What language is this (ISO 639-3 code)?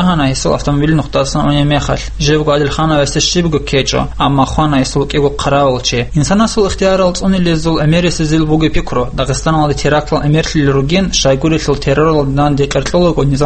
ava